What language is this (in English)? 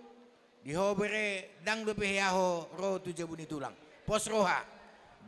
Batak Toba